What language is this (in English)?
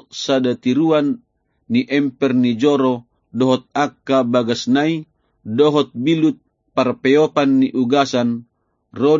Batak Toba